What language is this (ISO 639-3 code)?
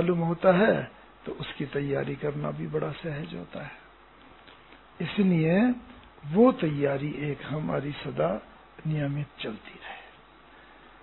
hin